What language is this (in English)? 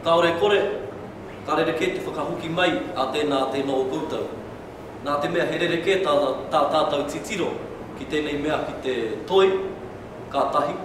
Māori